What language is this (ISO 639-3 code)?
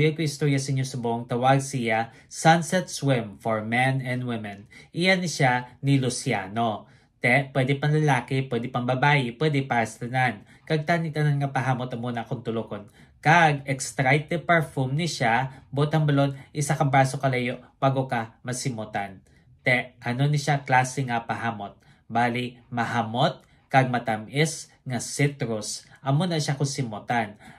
hil